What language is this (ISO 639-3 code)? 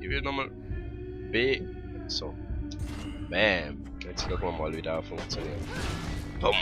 gsw